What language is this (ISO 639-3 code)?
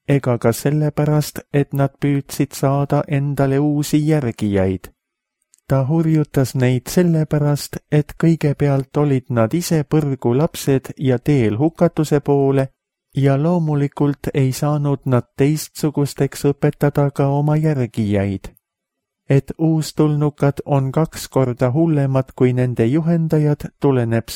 est